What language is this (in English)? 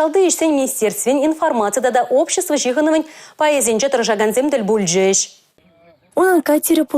Chuvash